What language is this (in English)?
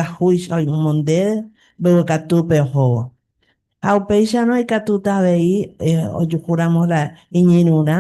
Guarani